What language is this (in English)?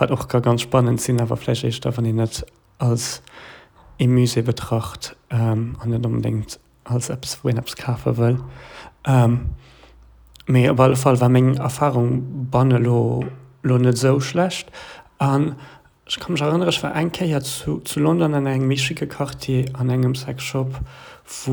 Luxembourgish